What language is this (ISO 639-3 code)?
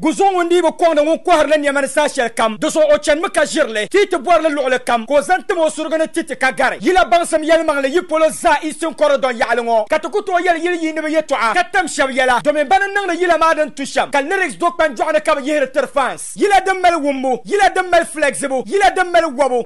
dag